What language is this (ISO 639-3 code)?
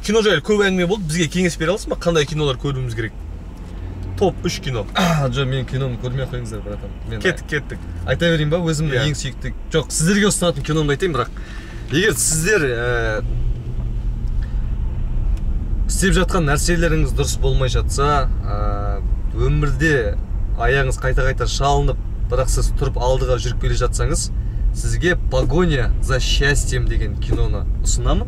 kaz